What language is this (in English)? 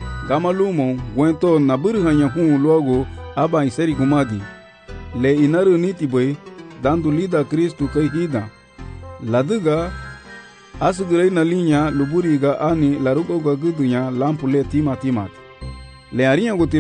Garifuna